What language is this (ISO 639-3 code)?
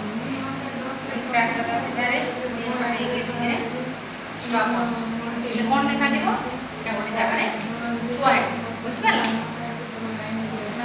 ori